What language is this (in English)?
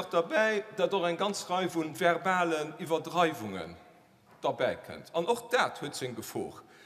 Luxembourgish